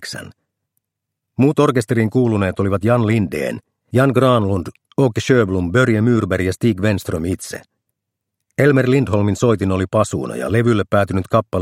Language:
Finnish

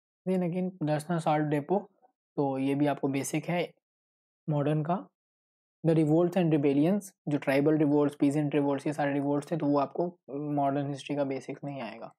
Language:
Hindi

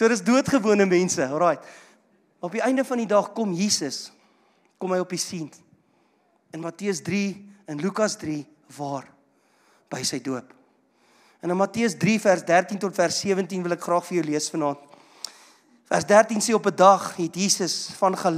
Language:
Afrikaans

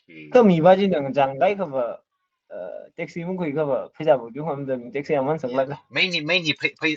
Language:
Tangkhul Naga (India)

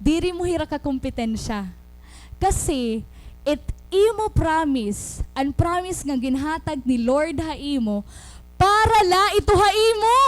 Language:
Waray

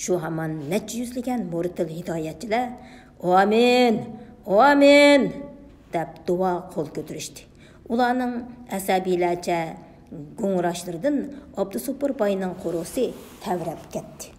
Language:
Uyghur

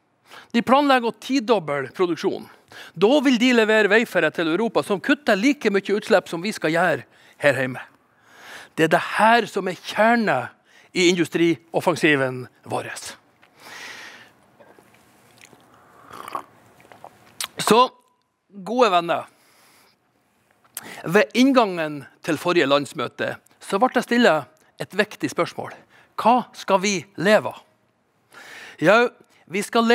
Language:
Norwegian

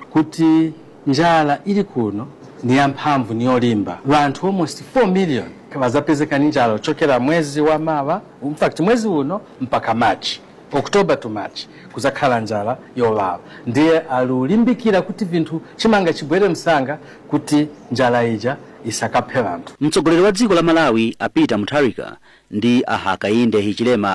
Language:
Nyanja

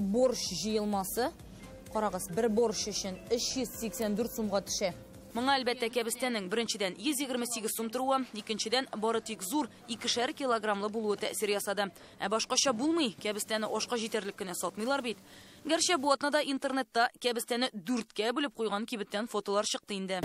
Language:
Tatar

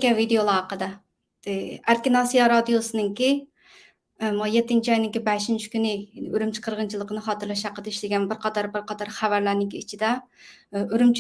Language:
Uyghur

